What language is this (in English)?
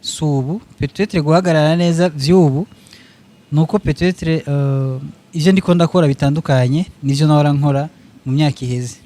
Rundi